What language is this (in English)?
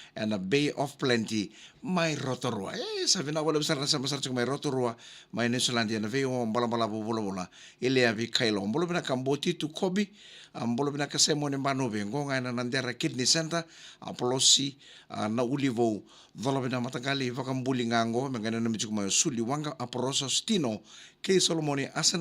Fijian